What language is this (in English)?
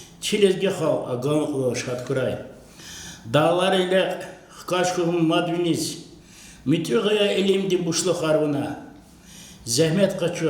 Lezghian